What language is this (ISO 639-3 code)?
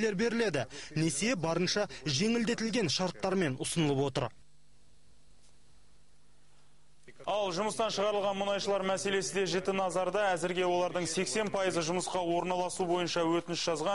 kaz